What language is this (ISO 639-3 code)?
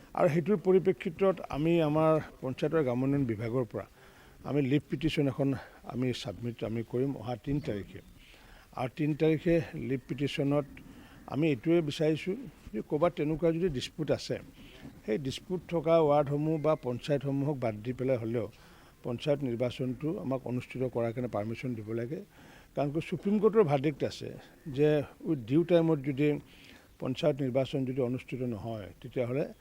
asm